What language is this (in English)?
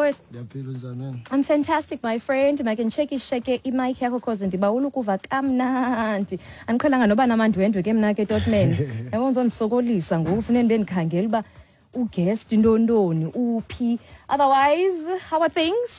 Xhosa